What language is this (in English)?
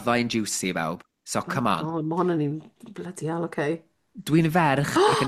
Welsh